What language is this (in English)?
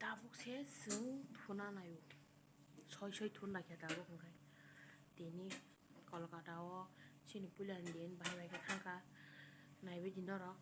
Kok Borok